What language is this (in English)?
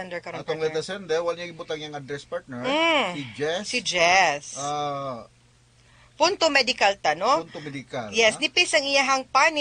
Cebuano